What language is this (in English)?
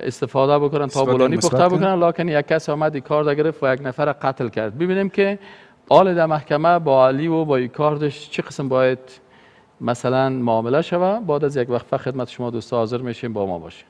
Persian